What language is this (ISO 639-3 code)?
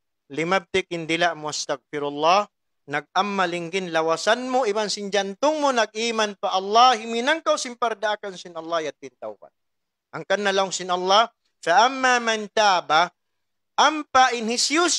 tsg